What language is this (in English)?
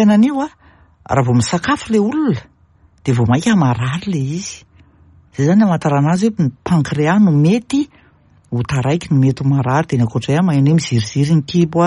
Malagasy